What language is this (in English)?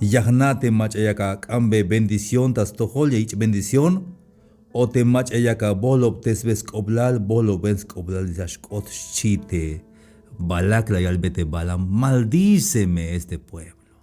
Tzeltal